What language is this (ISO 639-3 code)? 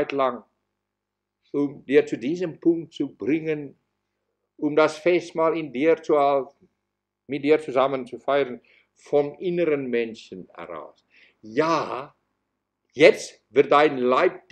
deu